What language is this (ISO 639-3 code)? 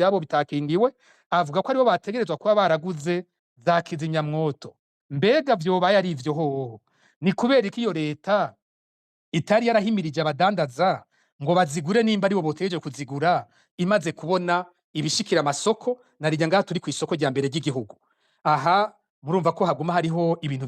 run